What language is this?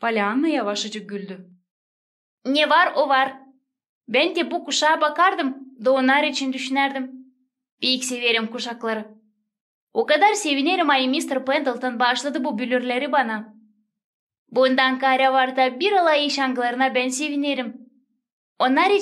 Gagauz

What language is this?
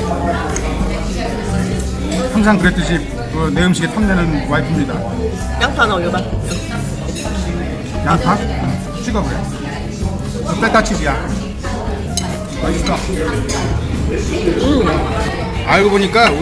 Korean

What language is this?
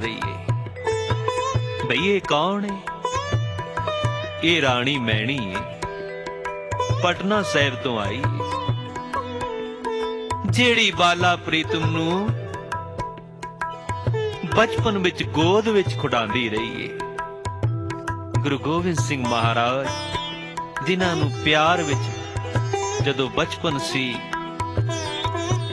Punjabi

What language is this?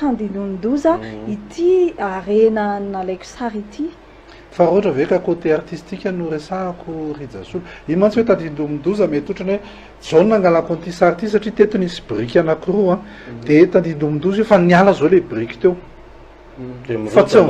Malagasy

